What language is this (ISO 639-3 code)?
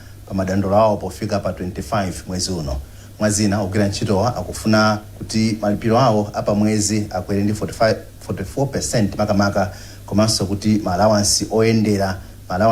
nya